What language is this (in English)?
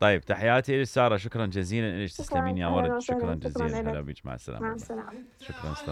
Mesopotamian Arabic